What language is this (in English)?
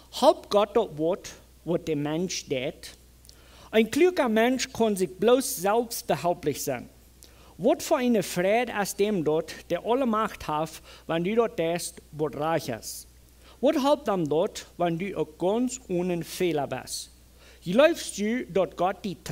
Plautdietsch